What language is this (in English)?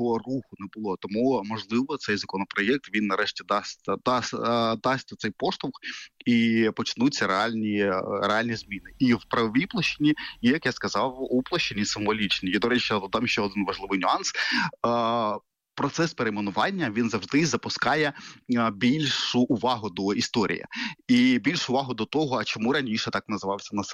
Ukrainian